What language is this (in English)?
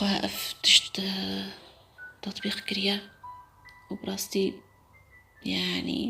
Kurdish